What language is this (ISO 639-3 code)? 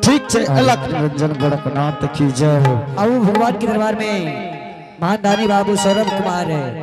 anp